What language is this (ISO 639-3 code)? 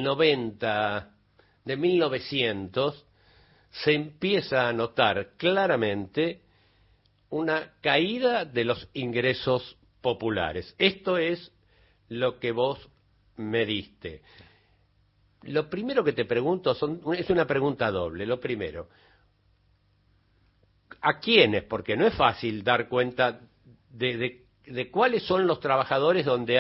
spa